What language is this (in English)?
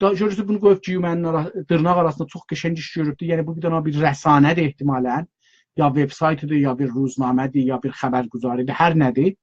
South Azerbaijani